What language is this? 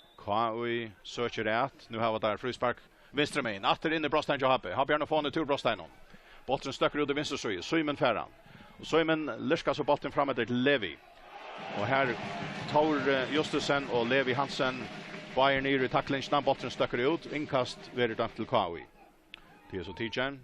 Faroese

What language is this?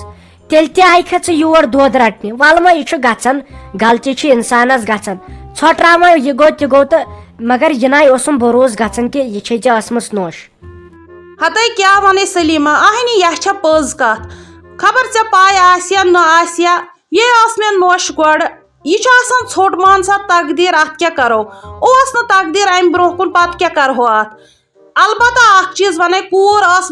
Kashmiri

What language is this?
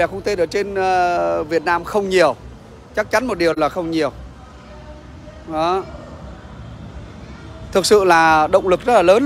Vietnamese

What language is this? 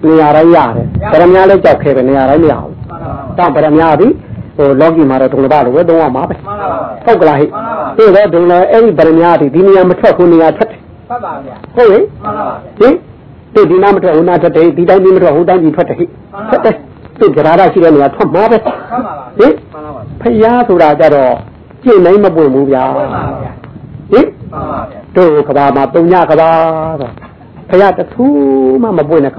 Burmese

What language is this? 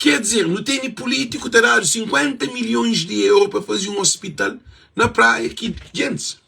Kabuverdianu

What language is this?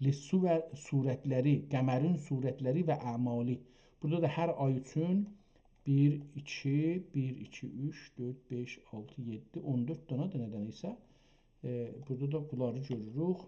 South Azerbaijani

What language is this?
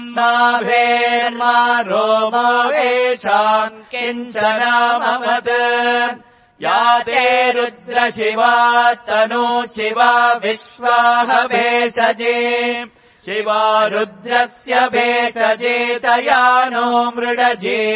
Sanskrit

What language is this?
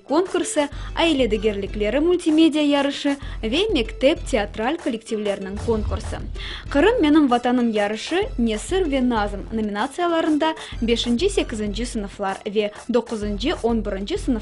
Crimean Tatar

